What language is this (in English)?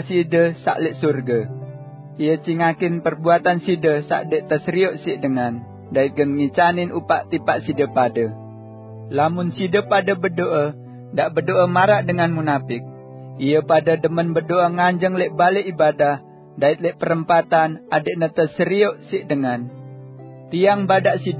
Sasak